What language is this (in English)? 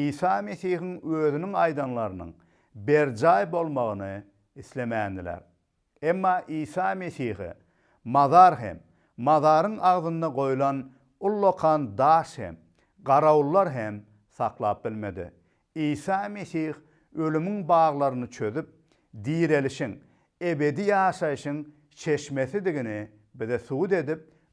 Turkmen